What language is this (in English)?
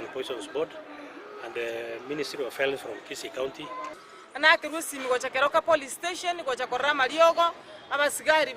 Gusii